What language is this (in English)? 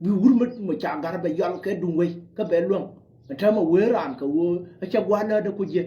Nuer